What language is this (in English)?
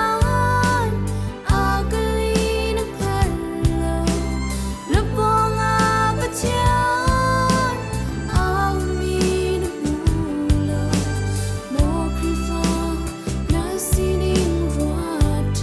Hakha Chin